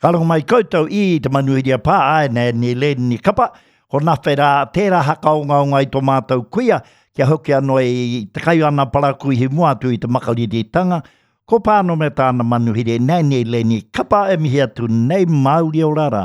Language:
Māori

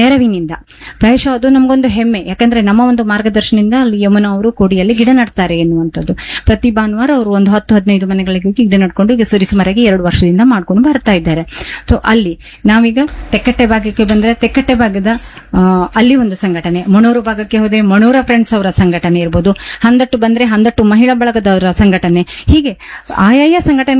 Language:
Kannada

